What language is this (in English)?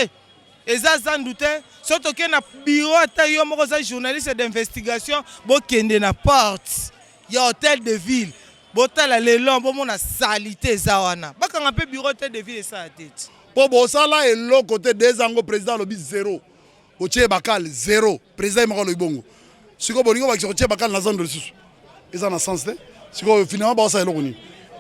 Lingala